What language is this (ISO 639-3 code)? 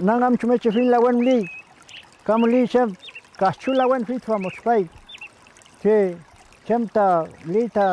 arn